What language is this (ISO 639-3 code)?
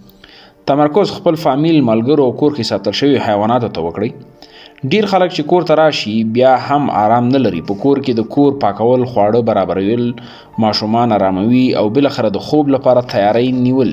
pus